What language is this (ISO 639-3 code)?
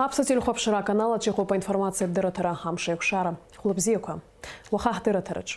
abk